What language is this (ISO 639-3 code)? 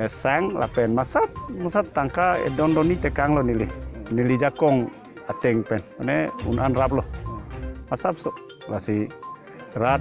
mjw